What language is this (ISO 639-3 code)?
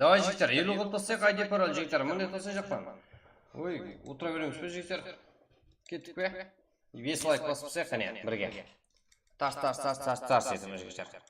kaa